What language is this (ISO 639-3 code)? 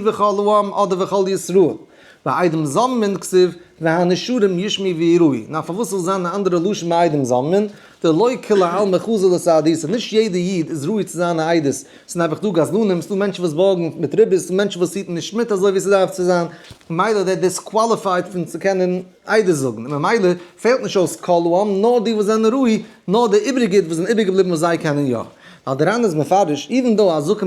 yid